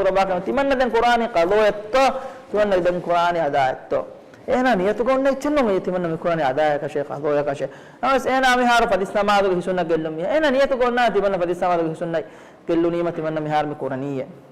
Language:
Divehi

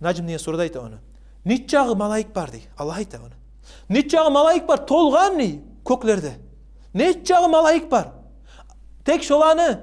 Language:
Kumyk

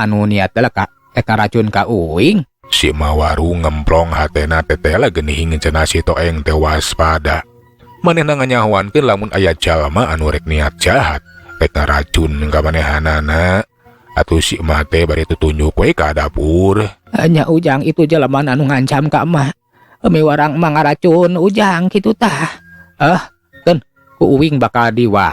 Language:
Sundanese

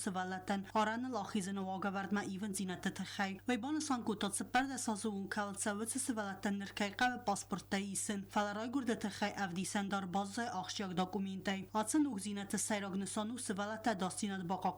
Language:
Ossetic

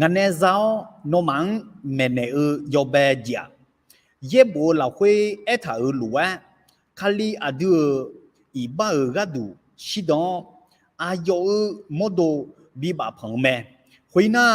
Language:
Akha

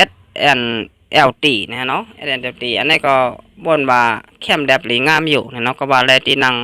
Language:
Shan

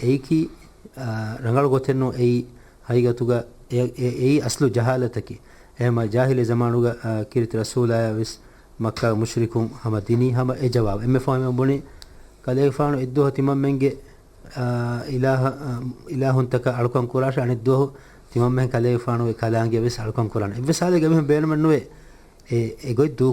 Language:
Divehi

